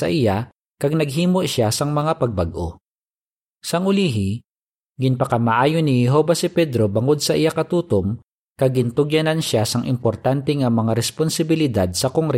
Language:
Hiligaynon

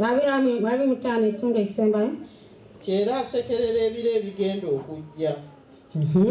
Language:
Ganda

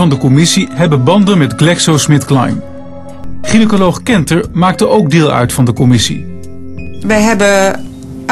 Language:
Dutch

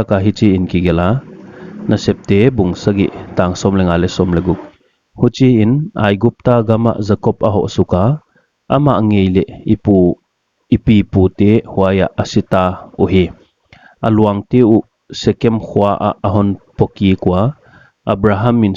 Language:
Paite Chin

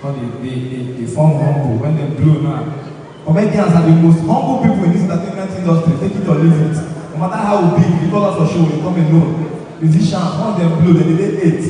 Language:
Nigerian Pidgin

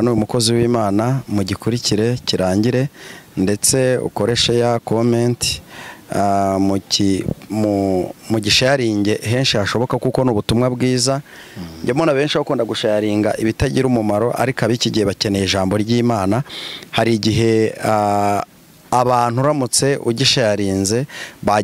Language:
Kinyarwanda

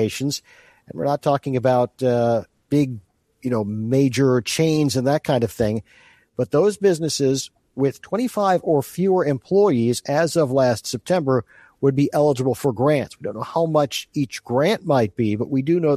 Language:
English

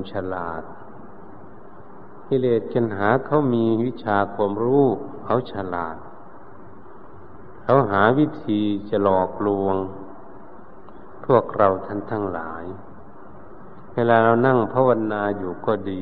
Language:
Thai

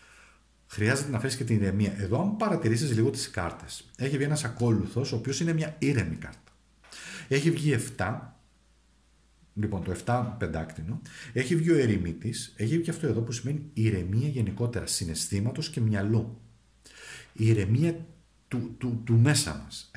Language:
Greek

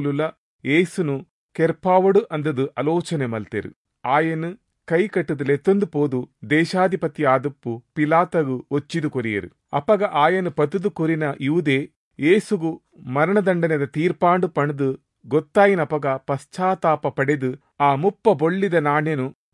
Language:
Tulu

